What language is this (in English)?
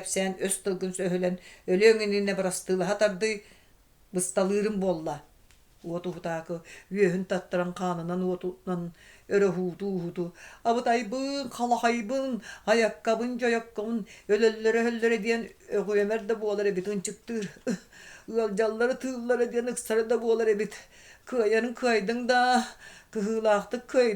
Yakut